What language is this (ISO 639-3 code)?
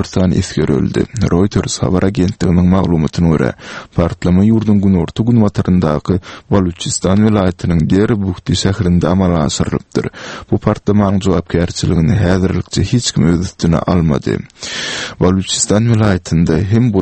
tuk